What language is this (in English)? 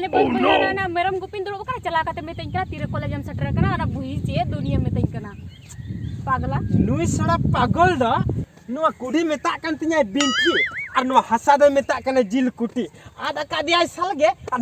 Santali